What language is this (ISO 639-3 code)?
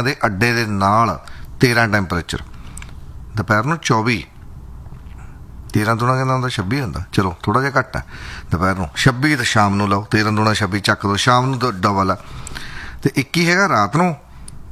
pan